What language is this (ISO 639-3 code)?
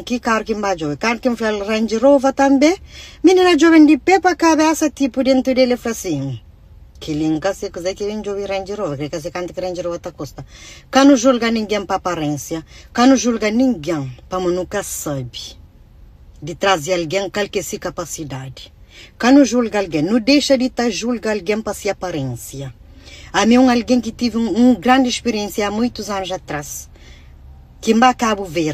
kea